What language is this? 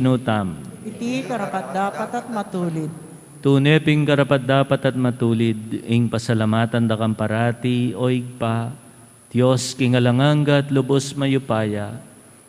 Pampanga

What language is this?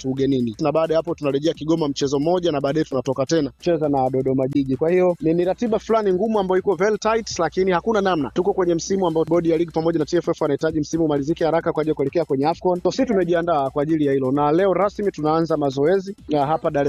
Swahili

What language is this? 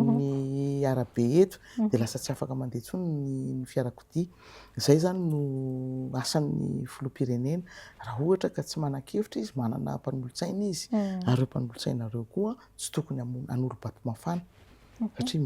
Malagasy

